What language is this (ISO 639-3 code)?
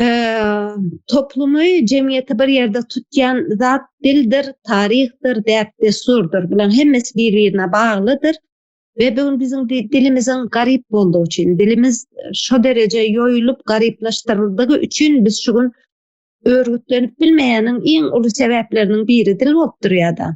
tuk